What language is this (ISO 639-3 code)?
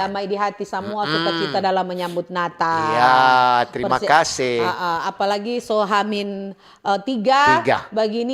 xmm